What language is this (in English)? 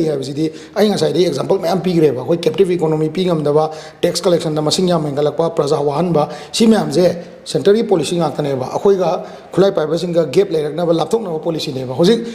Manipuri